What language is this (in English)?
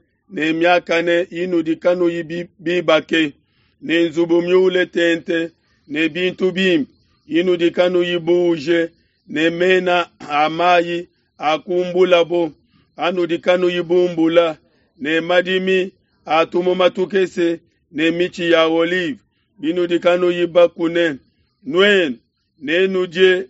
Luba-Lulua